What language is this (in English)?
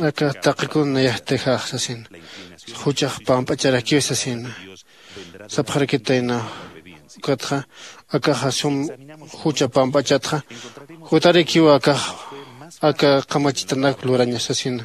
Aymara